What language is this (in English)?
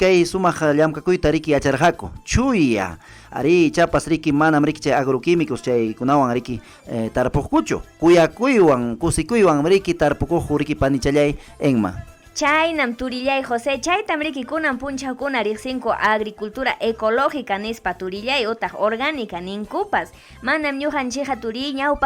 Ayacucho Quechua